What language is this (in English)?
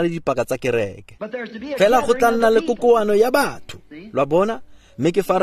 Tswana